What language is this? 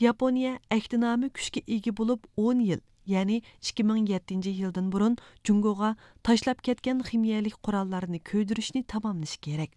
Uyghur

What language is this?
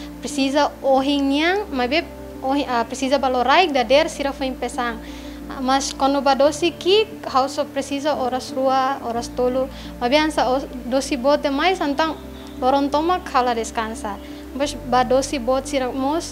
Tetum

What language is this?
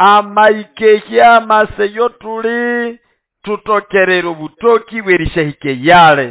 Nande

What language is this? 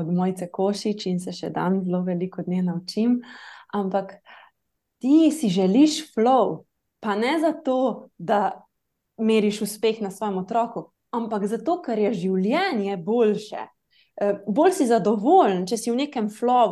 Slovenian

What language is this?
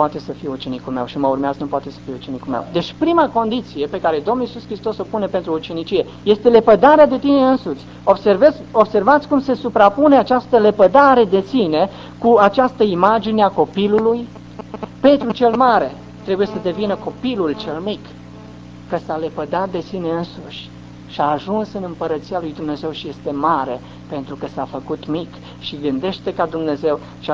Romanian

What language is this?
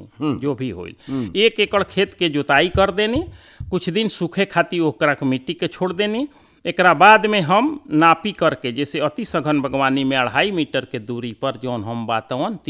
Bhojpuri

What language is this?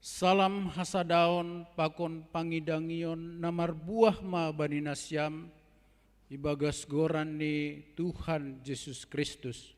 Batak Simalungun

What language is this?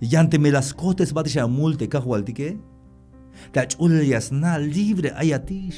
Tzeltal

